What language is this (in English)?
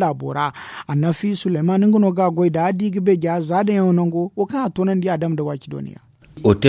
Zarma